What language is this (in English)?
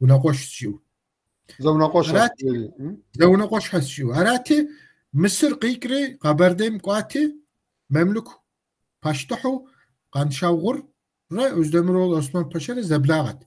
Kabardian